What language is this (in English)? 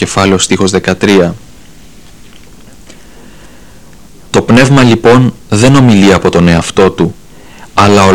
Greek